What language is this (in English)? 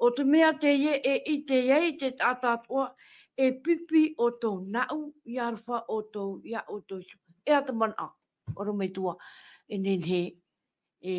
Tahitian